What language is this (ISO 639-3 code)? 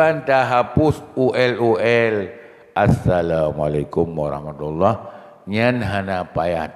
ace